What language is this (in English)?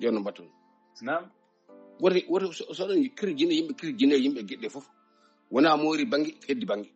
Fula